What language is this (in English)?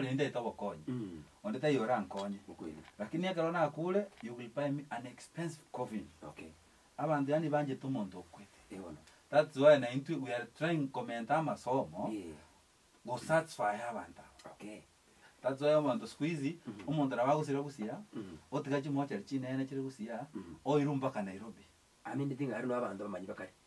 Gusii